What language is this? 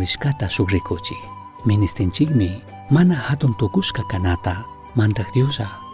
Chimborazo Highland Quichua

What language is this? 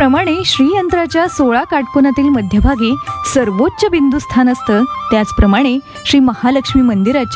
Marathi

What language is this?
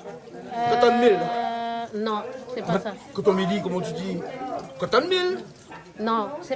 Réunion Creole French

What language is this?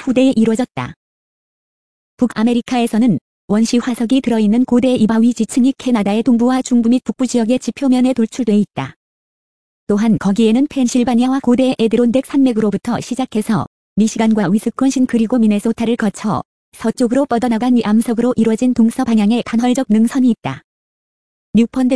Korean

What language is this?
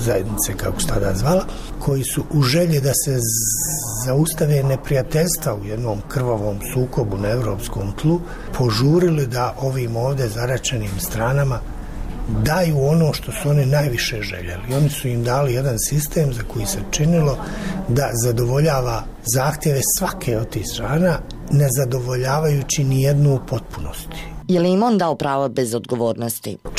Bosnian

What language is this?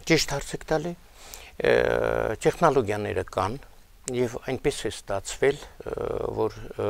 Armenian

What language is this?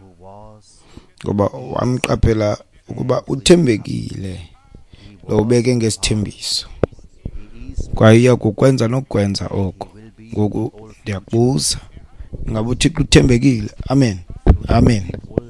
Xhosa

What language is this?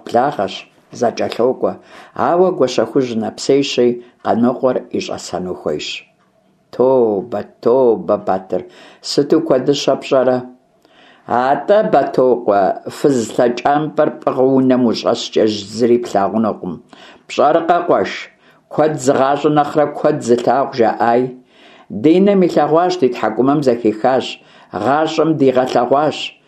Kabardian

